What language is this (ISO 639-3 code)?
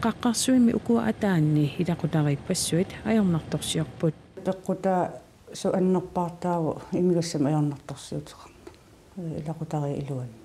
kal